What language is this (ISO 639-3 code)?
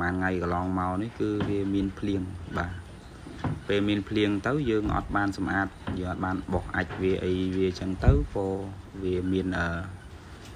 khm